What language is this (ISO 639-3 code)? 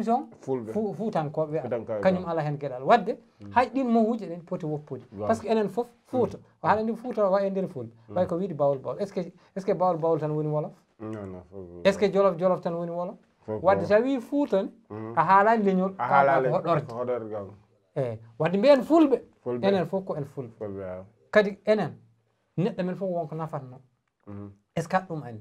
ful